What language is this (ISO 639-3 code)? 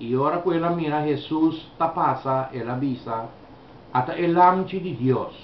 pap